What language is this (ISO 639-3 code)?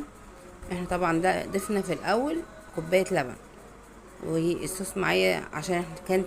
arz